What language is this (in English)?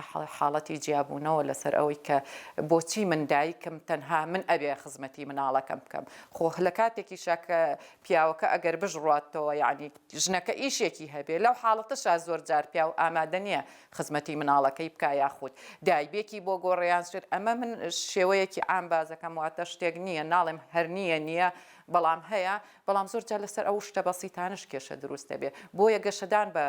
Central Kurdish